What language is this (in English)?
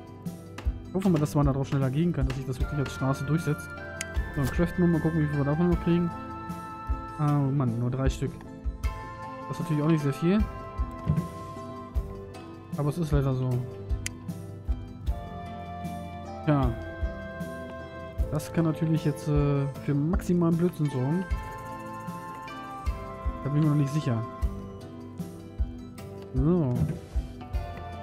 German